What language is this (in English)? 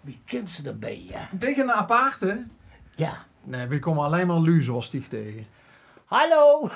Limburgish